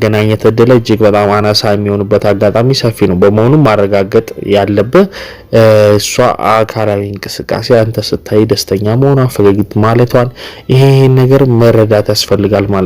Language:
Amharic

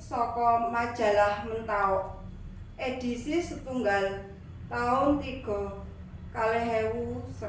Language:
Javanese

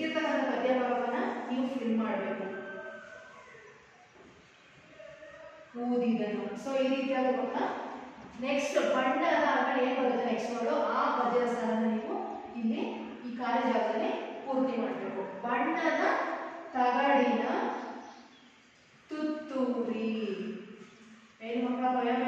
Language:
Kannada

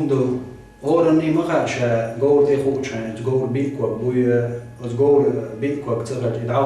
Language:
Chechen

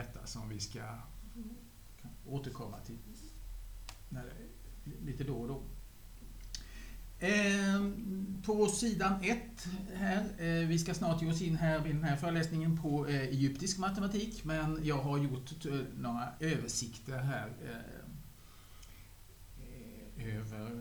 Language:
Swedish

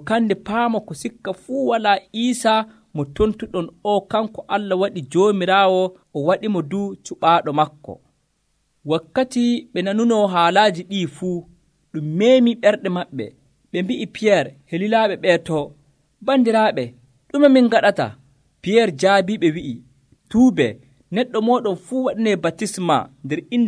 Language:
Nigerian Fulfulde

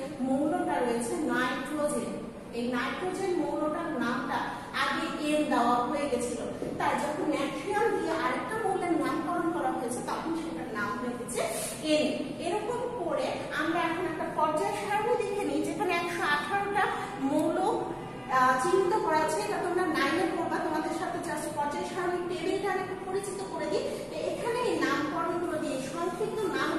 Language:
Bangla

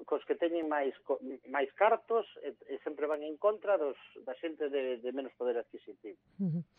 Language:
Galician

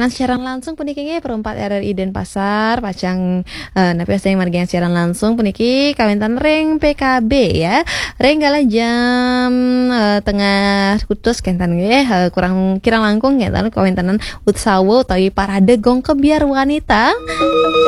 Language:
Balinese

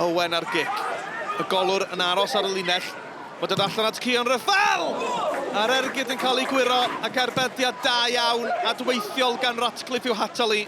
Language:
Welsh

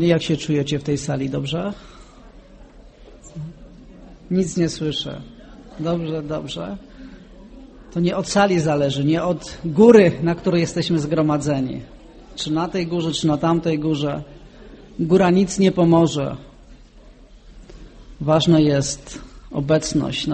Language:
Polish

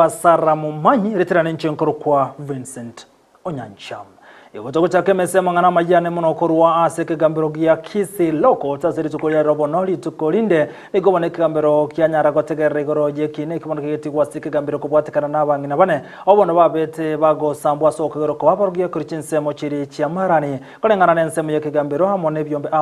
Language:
Gusii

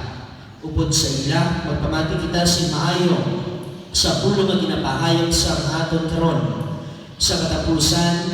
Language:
Hiligaynon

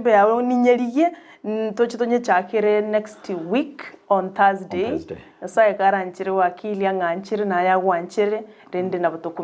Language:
Gusii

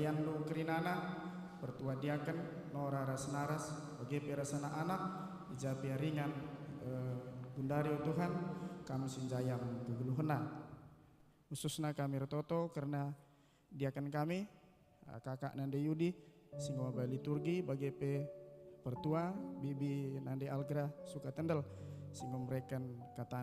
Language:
Batak Karo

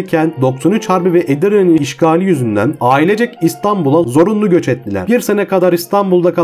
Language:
Turkish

